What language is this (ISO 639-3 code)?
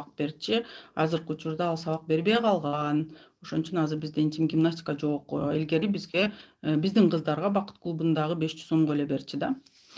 kir